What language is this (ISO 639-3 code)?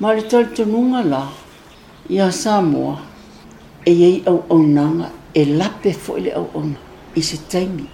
smo